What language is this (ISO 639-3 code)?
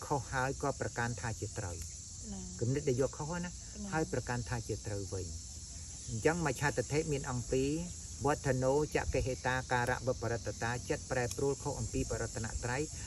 khm